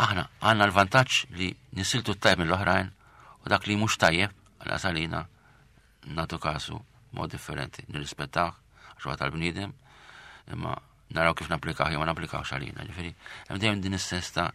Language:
Maltese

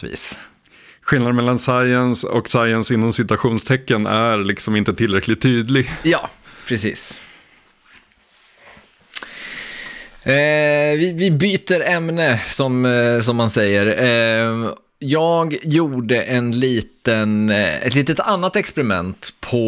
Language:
Swedish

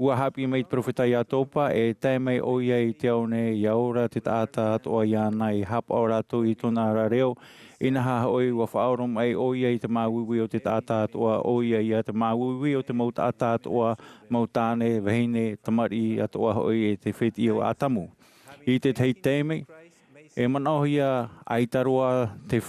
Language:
Tahitian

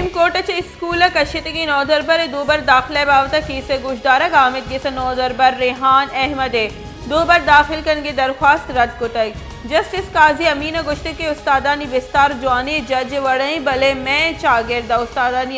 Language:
Baluchi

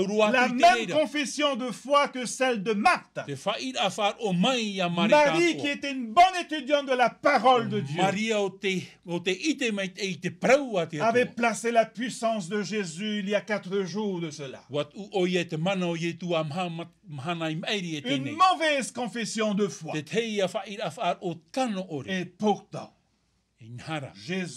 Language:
Tahitian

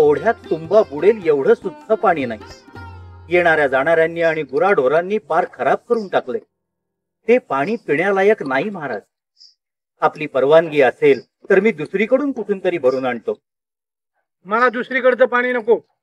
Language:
Marathi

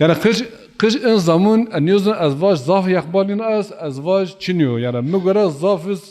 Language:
Zaza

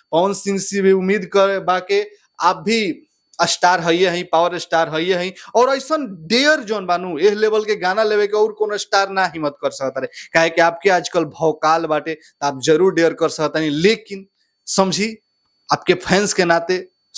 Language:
Bhojpuri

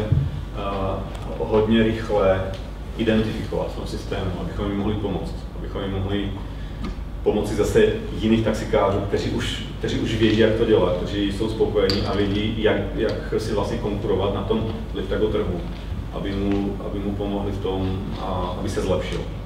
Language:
Czech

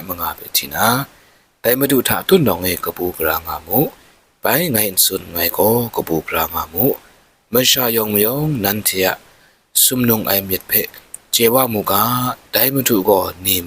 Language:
Kachin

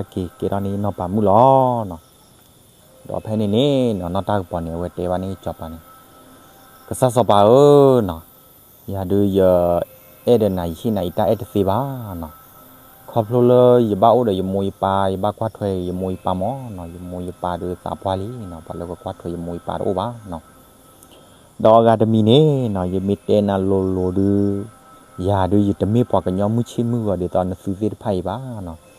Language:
S'gaw Karen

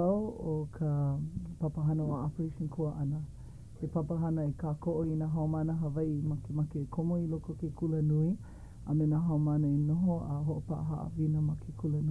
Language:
Hawaiian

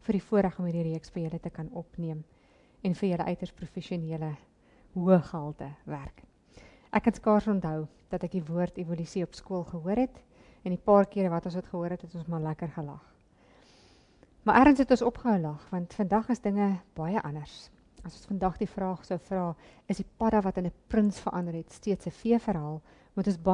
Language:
Afrikaans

